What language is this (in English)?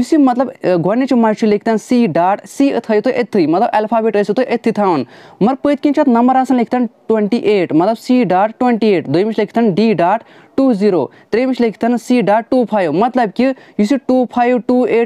Kashmiri